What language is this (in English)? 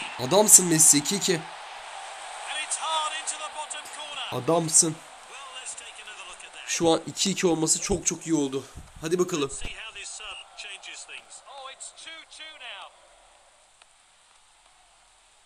Turkish